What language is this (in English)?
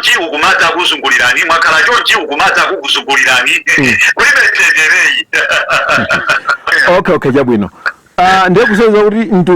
Nyanja